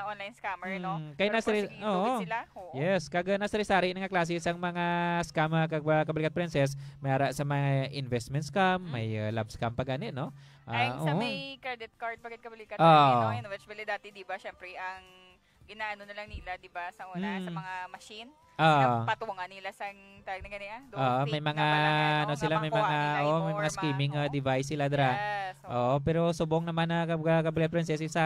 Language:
Hiligaynon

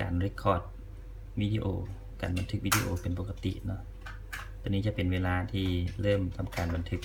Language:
Lao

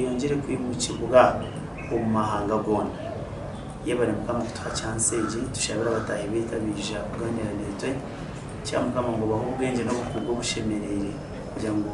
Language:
Nyankole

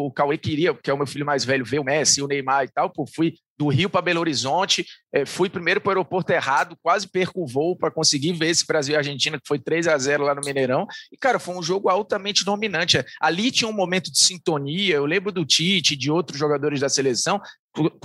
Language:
Portuguese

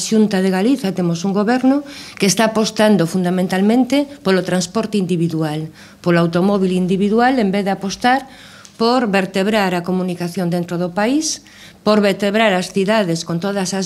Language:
Galician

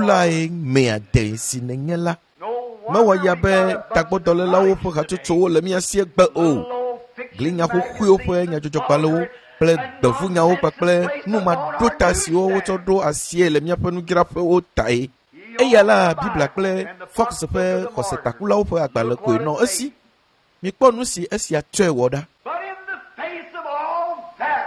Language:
Ewe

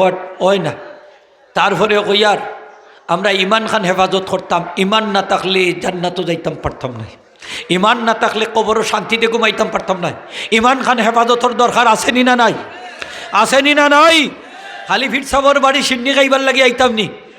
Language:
Sylheti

